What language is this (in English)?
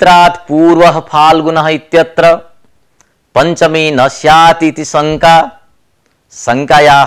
Sanskrit